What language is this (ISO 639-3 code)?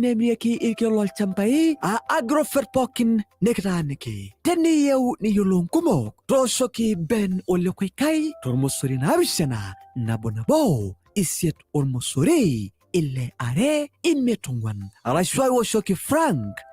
mas